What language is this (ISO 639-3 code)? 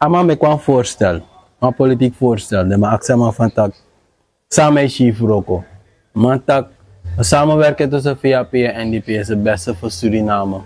srn